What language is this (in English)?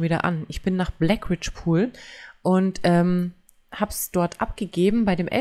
German